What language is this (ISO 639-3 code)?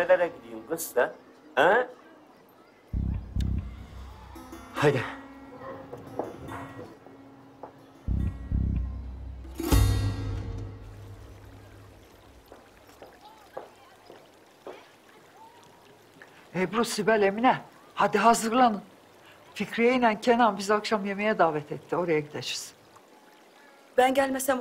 tur